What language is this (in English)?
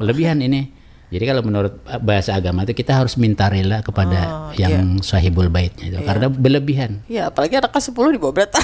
Banjar